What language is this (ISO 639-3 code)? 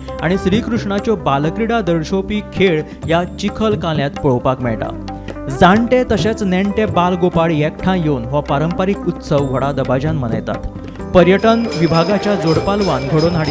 kok